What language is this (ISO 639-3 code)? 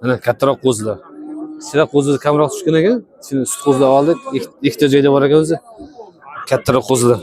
uzb